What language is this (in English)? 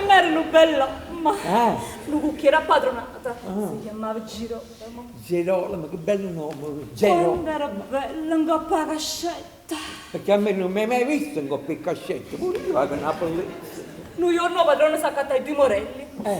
Neapolitan